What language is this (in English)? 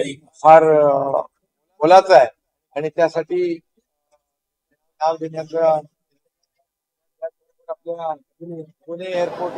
Marathi